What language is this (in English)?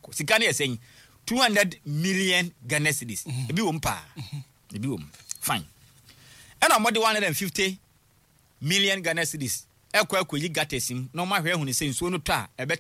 Akan